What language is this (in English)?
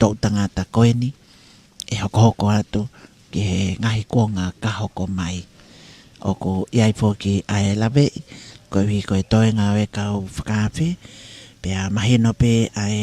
Tongan